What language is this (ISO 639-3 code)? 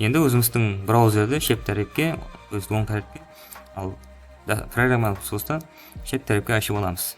kaa